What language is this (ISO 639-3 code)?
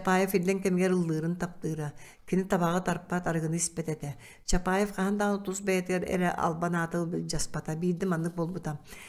sah